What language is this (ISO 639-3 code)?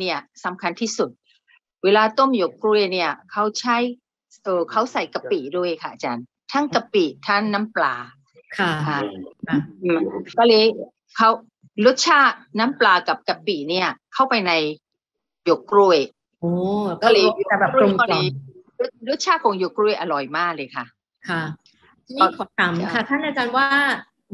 tha